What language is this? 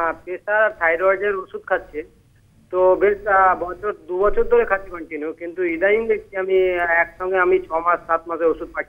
Bangla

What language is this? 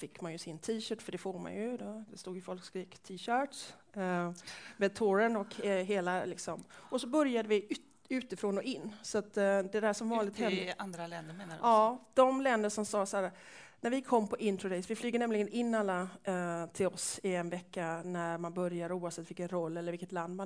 Swedish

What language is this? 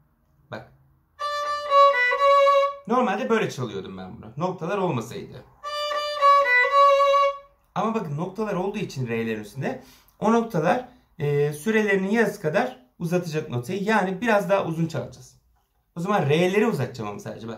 Turkish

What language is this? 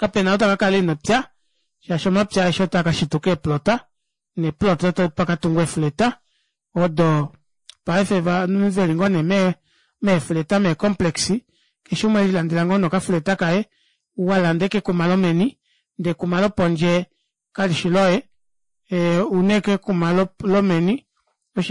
Kuanyama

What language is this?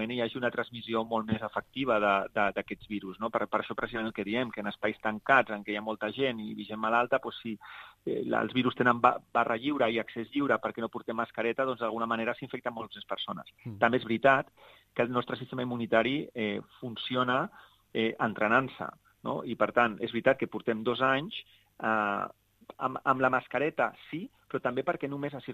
Catalan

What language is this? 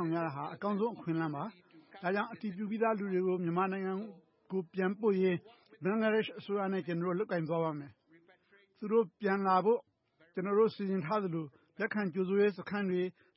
Burmese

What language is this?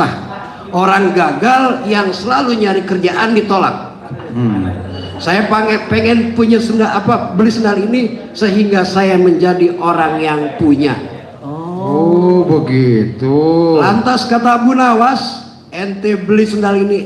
Betawi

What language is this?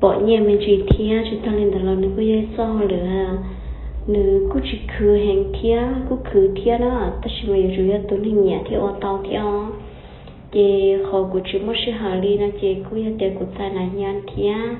Hmong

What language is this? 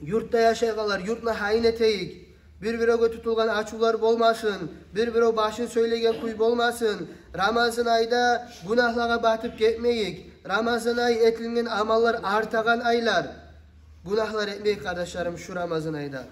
Kumyk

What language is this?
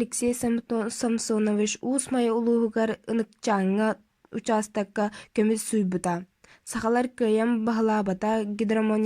Yakut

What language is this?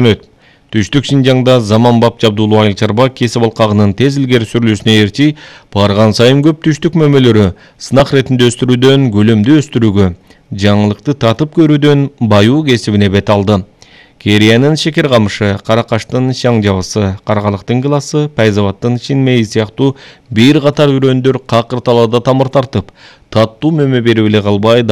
Kyrgyz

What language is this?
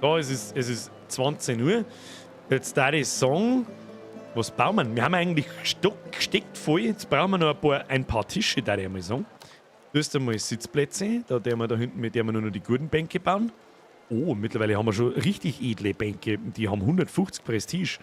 Bavarian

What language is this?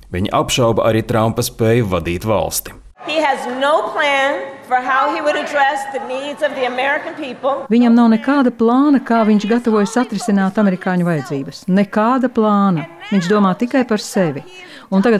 Latvian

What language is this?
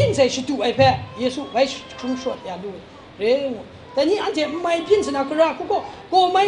Kachin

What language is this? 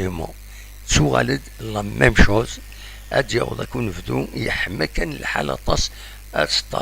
Kabyle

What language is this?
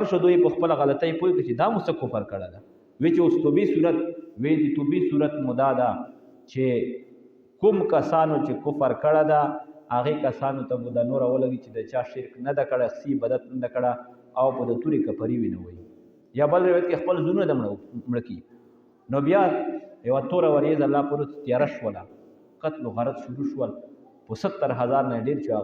Pashto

